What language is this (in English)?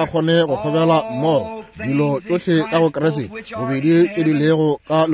Northern Sotho